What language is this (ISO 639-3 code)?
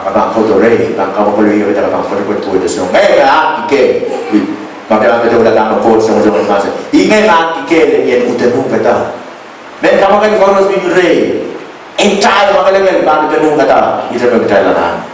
pon